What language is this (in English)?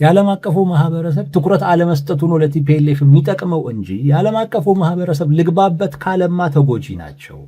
Amharic